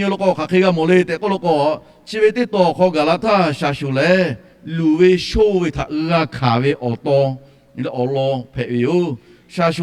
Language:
Lahu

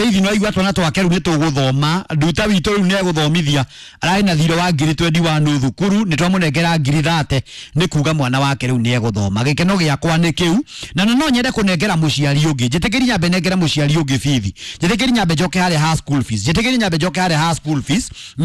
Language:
Kikuyu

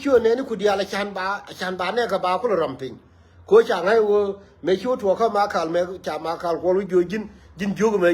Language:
Nuer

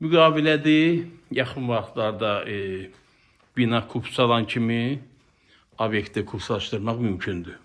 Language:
Azerbaijani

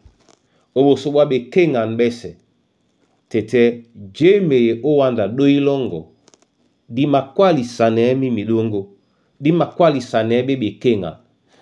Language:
Duala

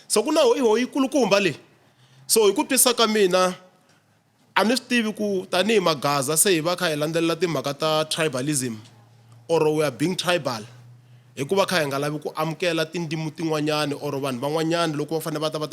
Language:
Tsonga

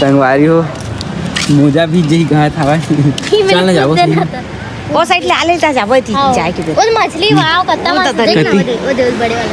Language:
Chhattisgarhi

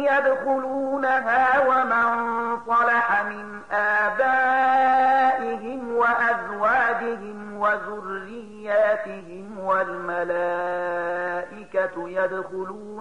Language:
Pashto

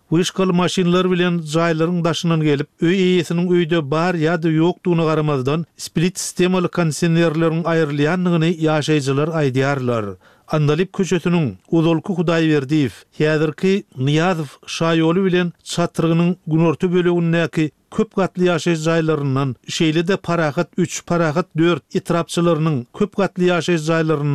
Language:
Turkmen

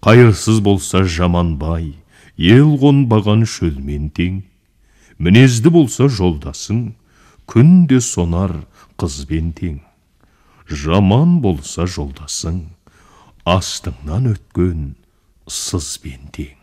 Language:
Kazakh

